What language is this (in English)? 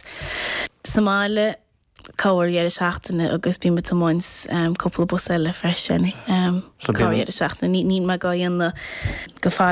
Irish